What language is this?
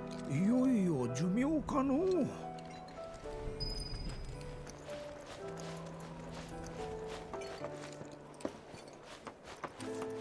Japanese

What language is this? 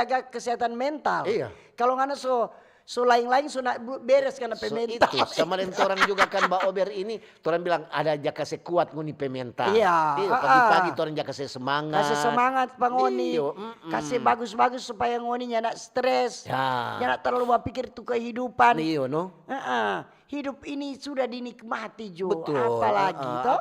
Manado Malay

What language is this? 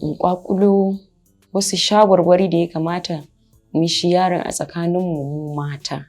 Hausa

